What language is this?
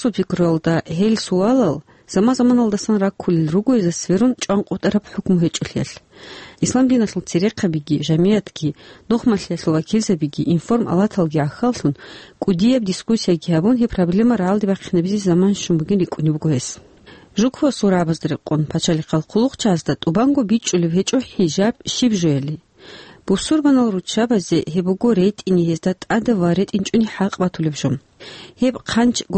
Avaric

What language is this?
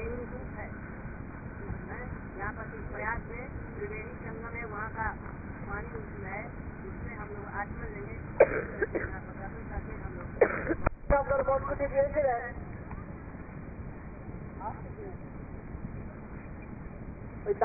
Hindi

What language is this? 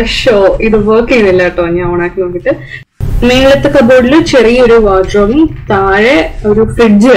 Malayalam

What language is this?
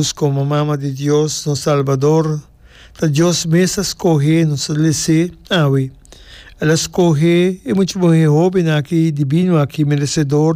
Papiamento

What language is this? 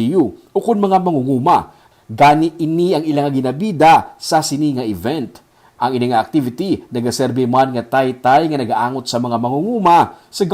Hiligaynon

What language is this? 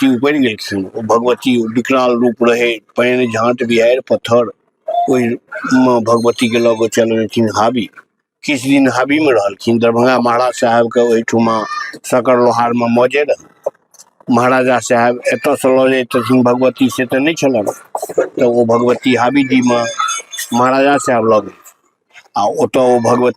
Maithili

